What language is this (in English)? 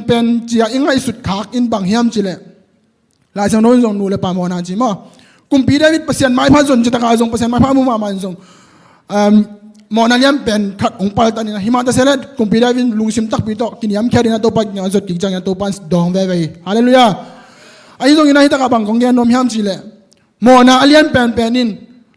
Tedim Chin